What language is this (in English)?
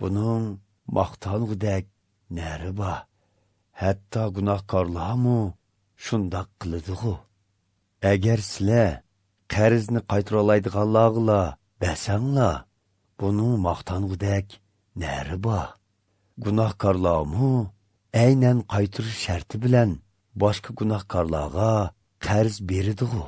Uyghur